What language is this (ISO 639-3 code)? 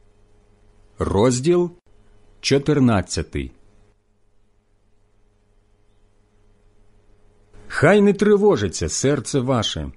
ukr